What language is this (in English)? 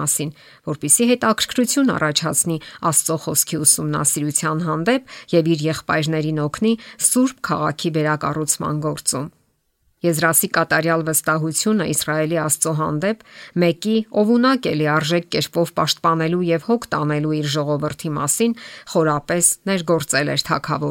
Armenian